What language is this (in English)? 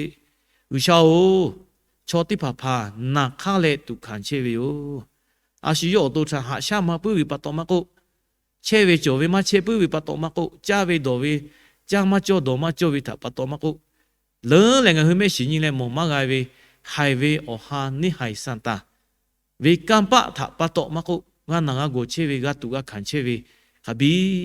Lahu